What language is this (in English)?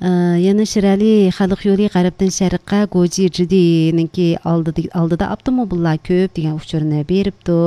Uyghur